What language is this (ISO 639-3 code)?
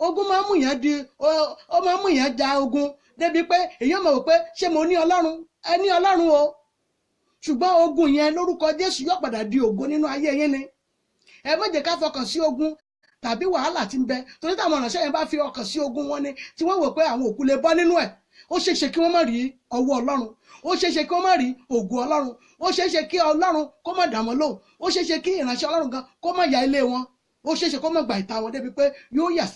yor